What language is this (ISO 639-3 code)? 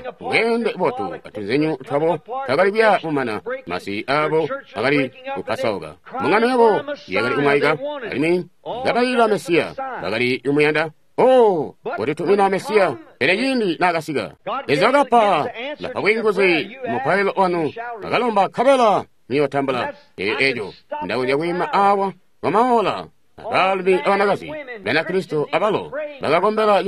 toi